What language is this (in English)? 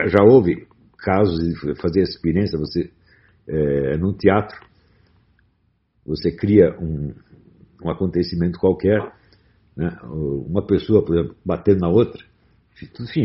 Portuguese